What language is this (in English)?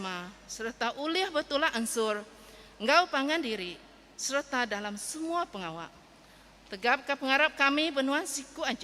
Iban